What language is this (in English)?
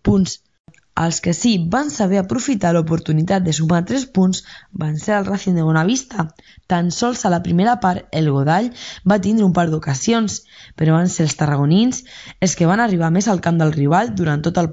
Catalan